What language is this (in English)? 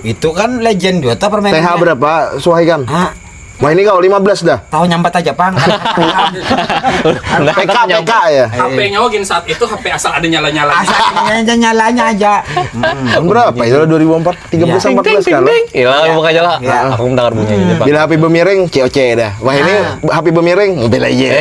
Banjar